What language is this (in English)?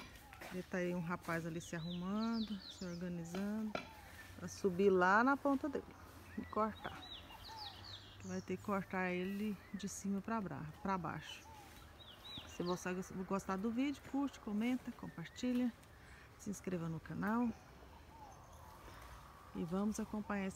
Portuguese